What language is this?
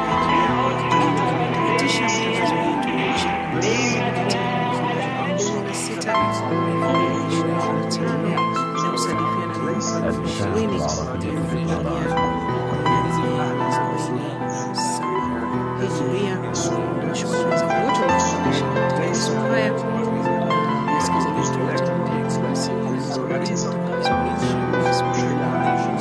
Swahili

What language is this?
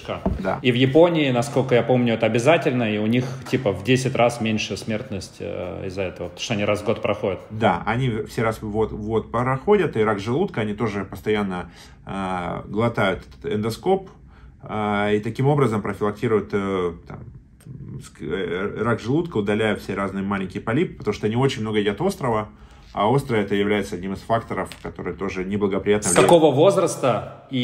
Russian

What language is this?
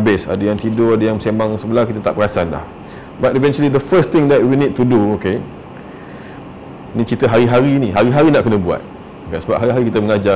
Malay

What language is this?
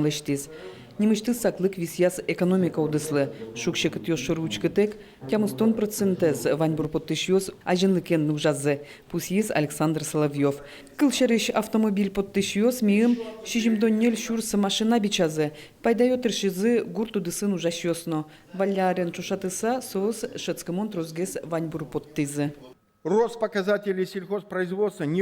Udmurt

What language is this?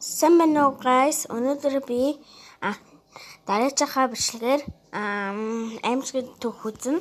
Mongolian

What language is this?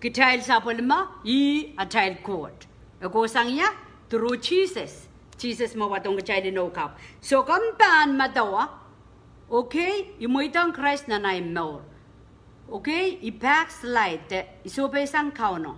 Pohnpeian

